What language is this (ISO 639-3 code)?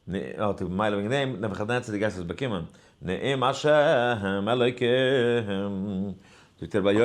yid